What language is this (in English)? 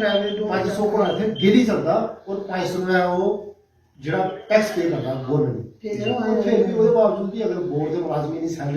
Dogri